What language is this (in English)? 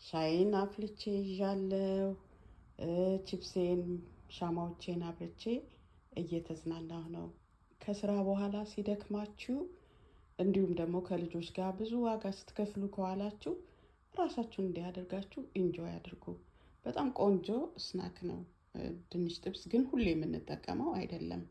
Amharic